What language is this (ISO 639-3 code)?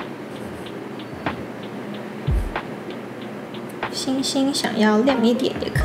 zho